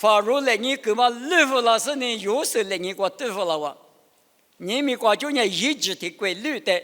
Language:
Lisu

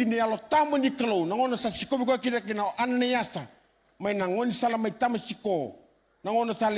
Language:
Fijian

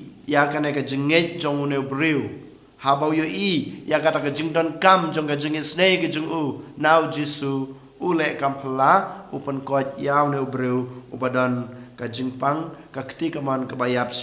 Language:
Khasi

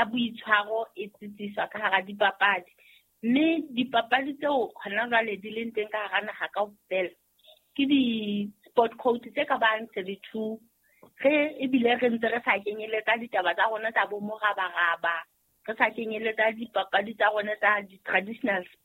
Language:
Southern Sotho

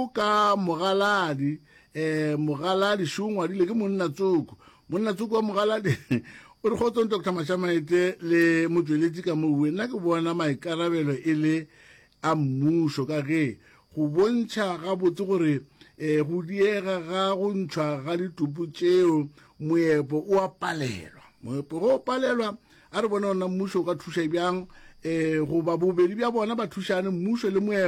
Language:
Northern Sotho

